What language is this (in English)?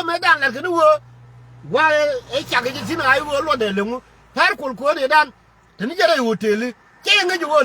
Nuer